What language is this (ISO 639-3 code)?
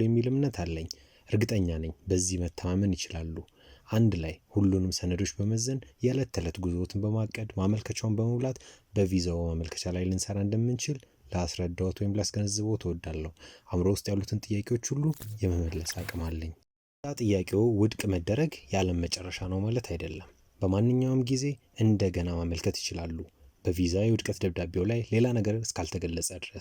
amh